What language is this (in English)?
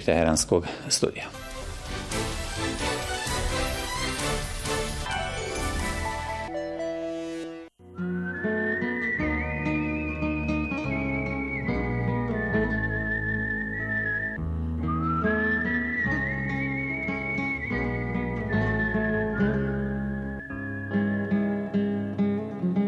Bosnian